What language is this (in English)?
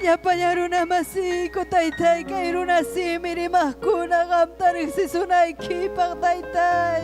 Ayacucho Quechua